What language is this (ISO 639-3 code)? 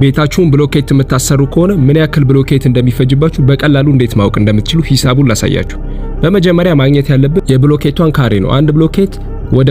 amh